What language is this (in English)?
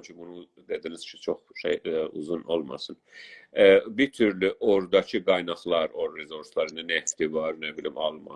South Azerbaijani